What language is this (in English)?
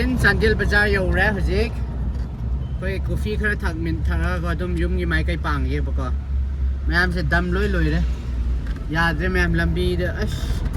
Manipuri